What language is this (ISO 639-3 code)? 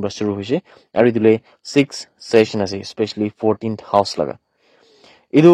nag